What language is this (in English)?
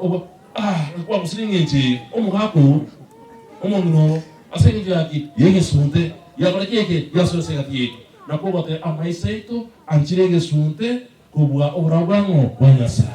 Gusii